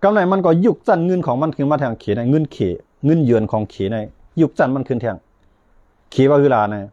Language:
Shan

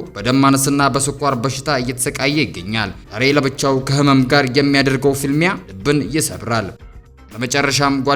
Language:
Amharic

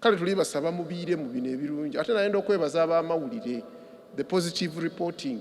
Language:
Soga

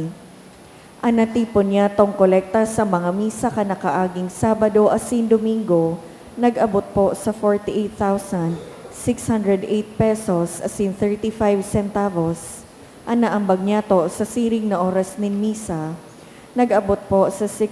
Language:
Bikol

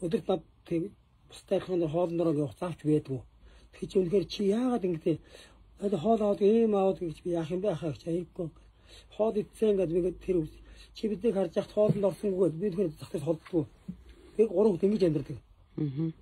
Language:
Mongolian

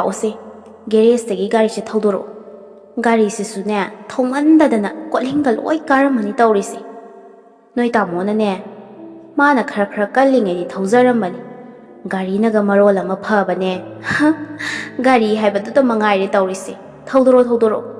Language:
Manipuri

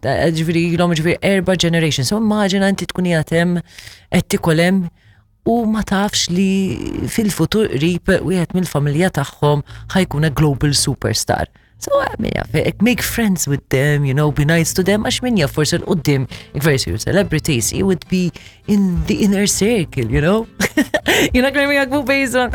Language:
Maltese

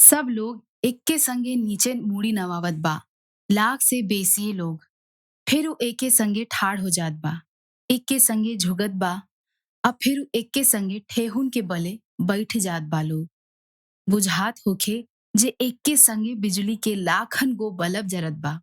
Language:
Bhojpuri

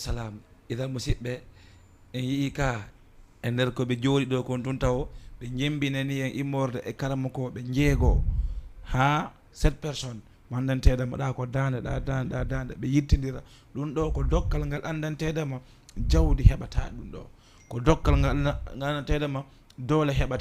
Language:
Fula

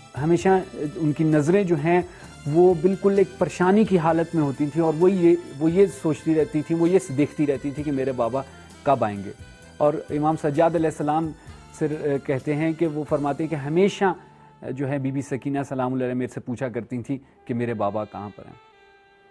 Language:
Urdu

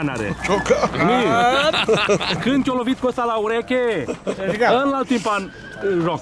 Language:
Romanian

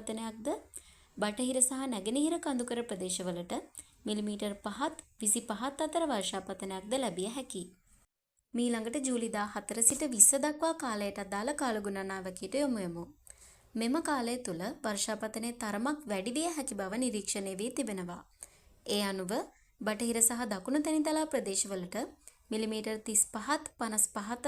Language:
Sinhala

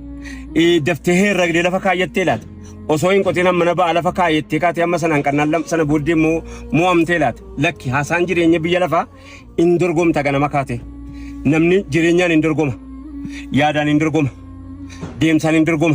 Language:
Oromo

